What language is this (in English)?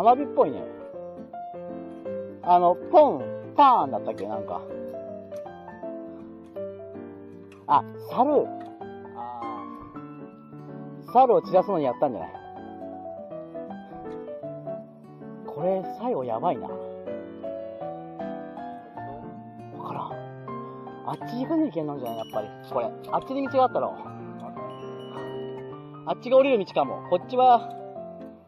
Japanese